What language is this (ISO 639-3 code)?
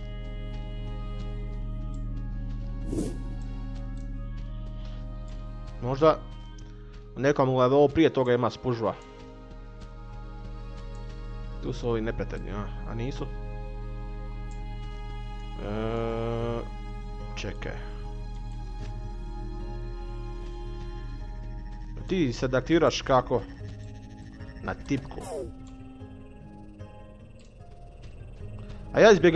hrv